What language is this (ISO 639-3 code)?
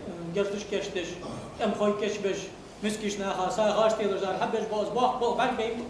inh